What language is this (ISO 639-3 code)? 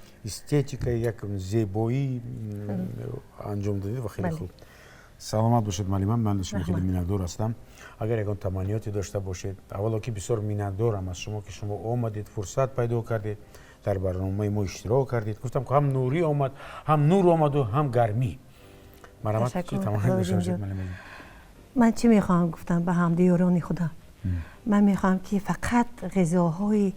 tgk